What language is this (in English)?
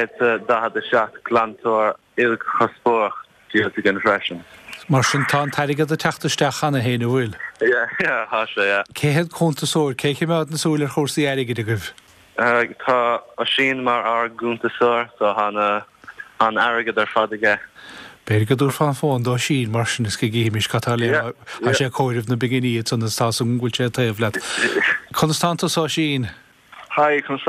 Irish